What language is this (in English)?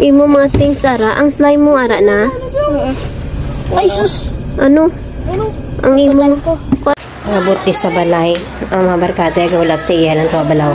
Hiligaynon